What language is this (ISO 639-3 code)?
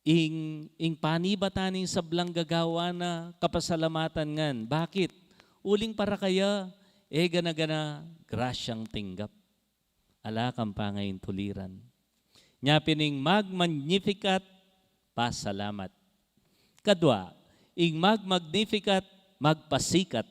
pam